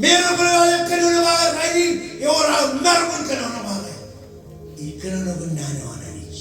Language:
Marshallese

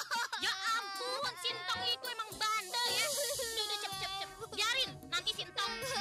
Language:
Betawi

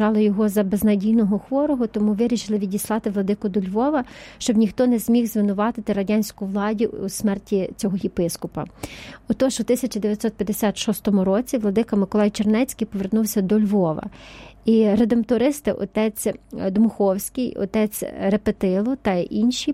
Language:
Ukrainian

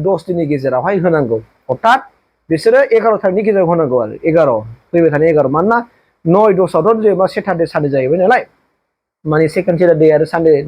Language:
Bodo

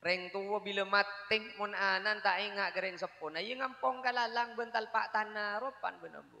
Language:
Madurese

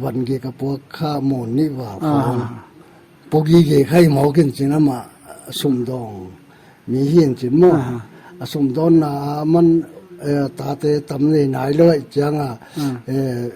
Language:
Paite Chin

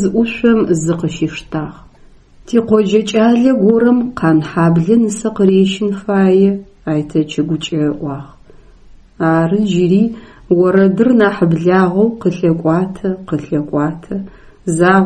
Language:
Adyghe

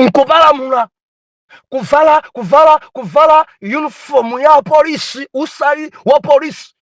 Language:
Nyanja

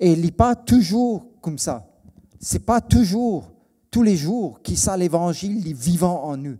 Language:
Morisyen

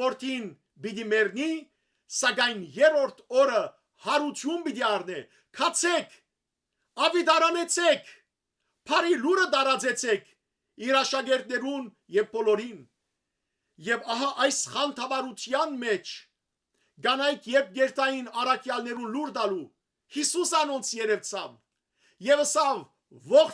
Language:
Western Armenian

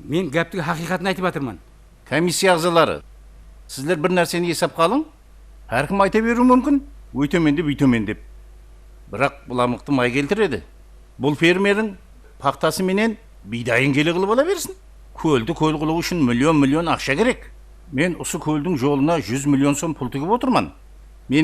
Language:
Kara-Kalpak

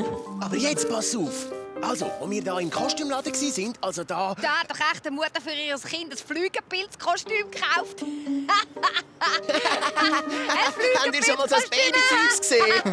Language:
Swiss German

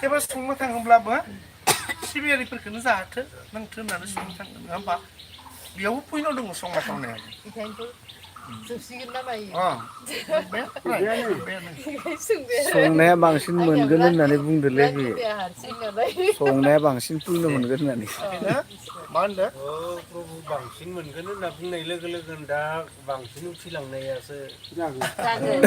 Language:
Bodo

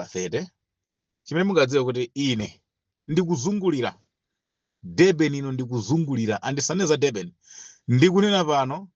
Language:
Nyanja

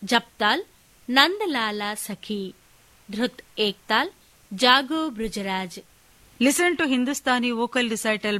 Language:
Kannada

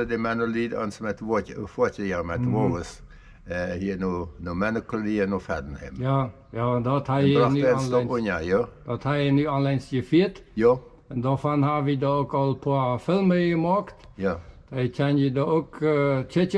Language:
Plautdietsch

